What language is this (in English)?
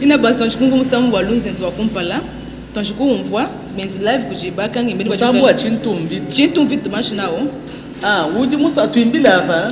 Luba-Lulua